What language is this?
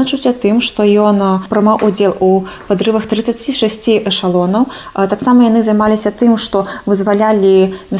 Belarusian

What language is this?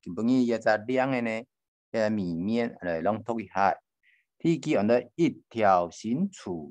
Hakka Chinese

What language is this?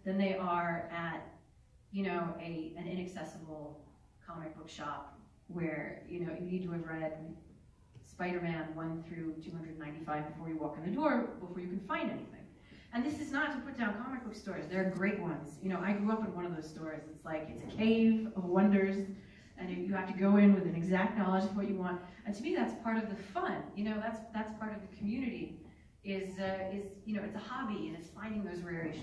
English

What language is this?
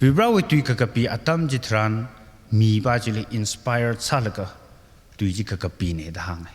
Tangkhul Naga (India)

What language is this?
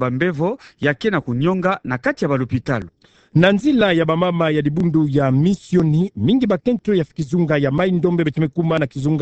Kituba (Democratic Republic of Congo)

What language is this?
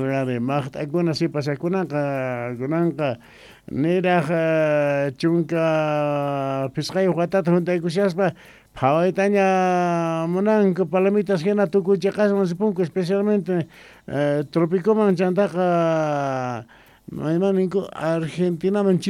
Quechua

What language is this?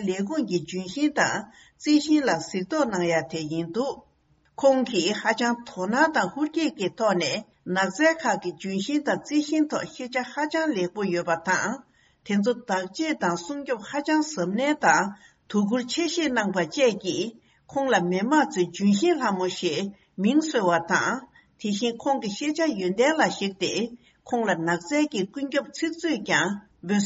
Tibetan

